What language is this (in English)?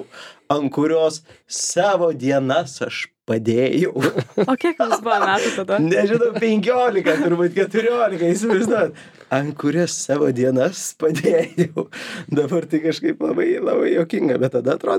Lithuanian